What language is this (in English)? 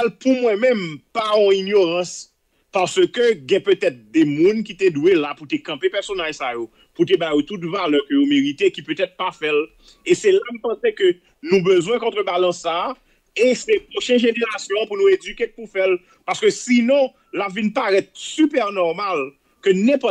Haitian Creole